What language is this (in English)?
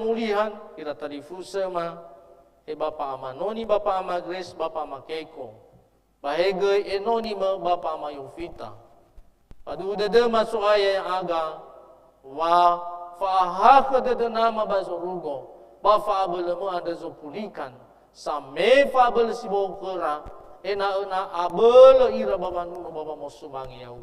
Nias